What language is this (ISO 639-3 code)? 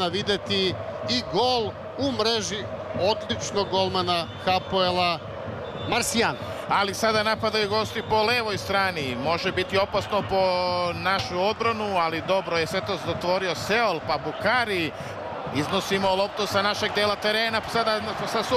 srp